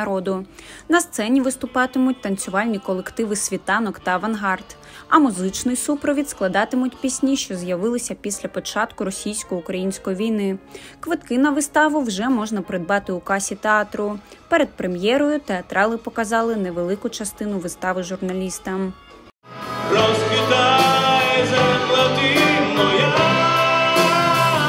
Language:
Ukrainian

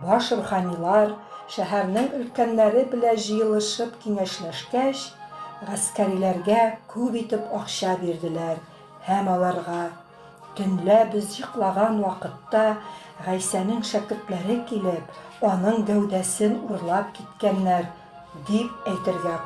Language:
Tatar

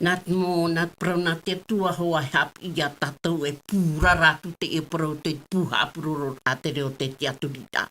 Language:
Tahitian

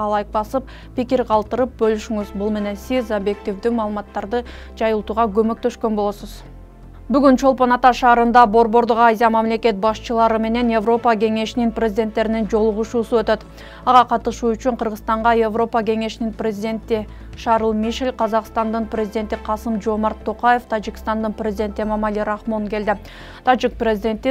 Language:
Kyrgyz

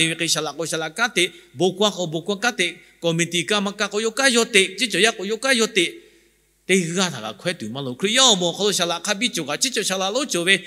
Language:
Lahu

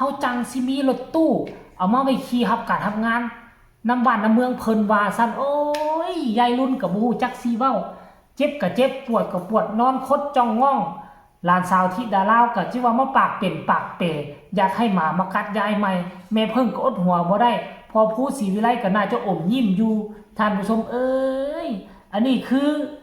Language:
Northeastern Thai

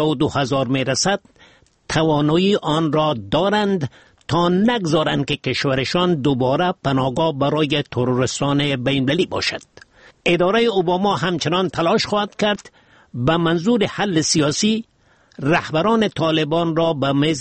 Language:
Persian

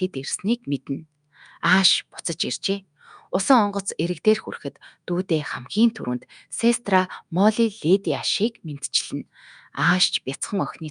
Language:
Mongolian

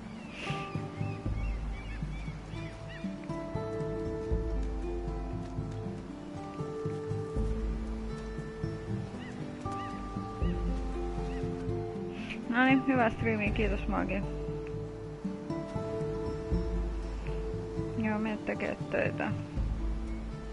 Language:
Finnish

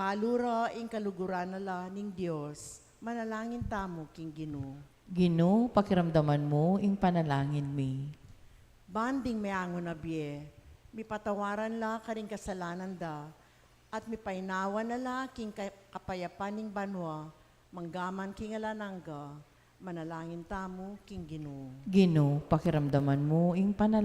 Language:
Pampanga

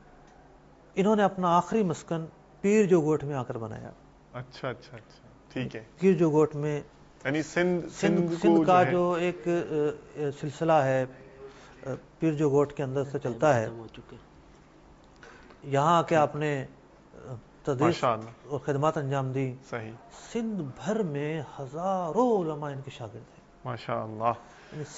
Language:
Urdu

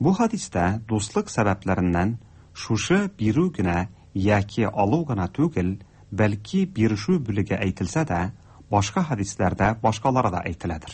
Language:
Tatar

